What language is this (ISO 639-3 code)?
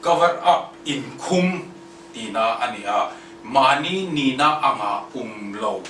hmr